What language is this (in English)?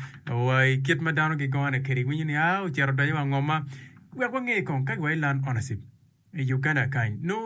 Acoli